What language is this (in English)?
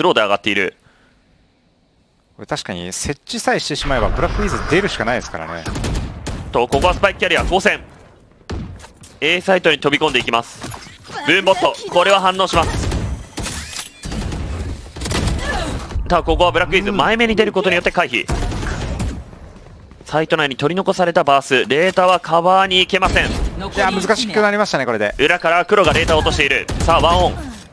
Japanese